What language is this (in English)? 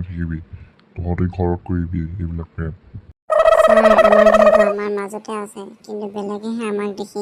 Assamese